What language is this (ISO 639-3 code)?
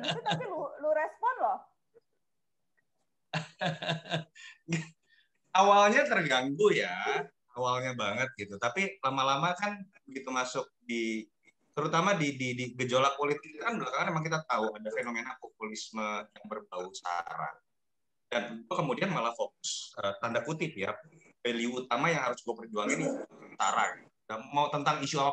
ind